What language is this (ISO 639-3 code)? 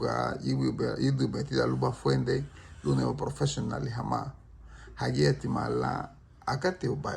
cab